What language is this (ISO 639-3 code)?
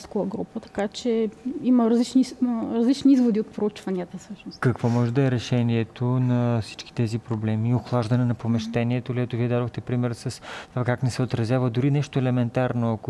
bul